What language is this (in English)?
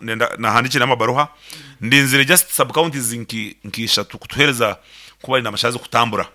Nyankole